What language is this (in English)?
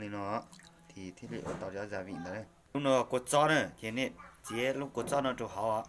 Hmong